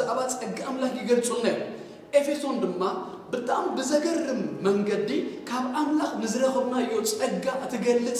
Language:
Tigrinya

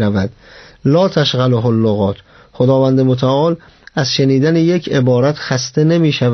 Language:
Persian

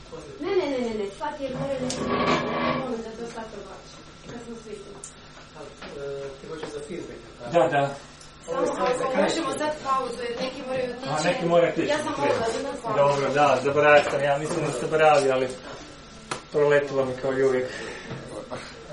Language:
Croatian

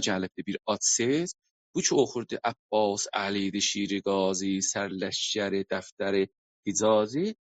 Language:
South Azerbaijani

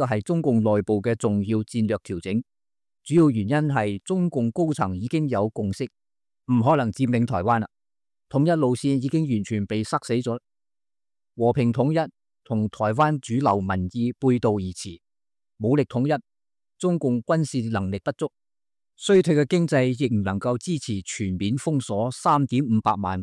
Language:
Cantonese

